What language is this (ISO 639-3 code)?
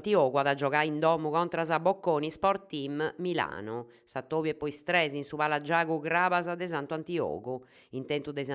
srd